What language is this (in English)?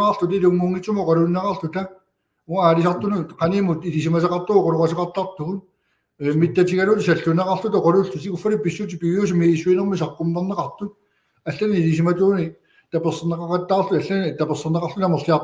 Kalaallisut